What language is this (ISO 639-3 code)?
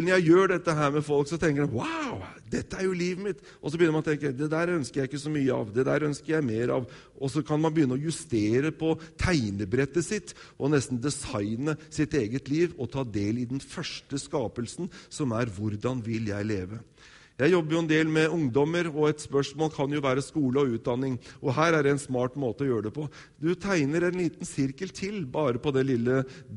nor